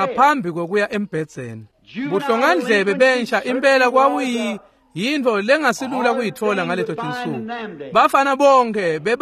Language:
Swati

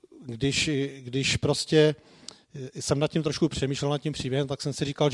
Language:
Czech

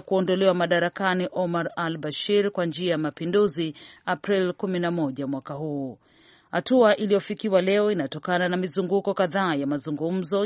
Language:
Swahili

